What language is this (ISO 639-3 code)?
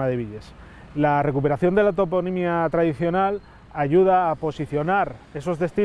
ast